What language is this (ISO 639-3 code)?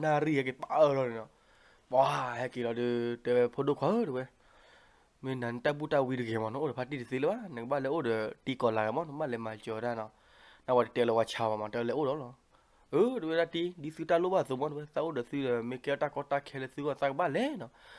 ksw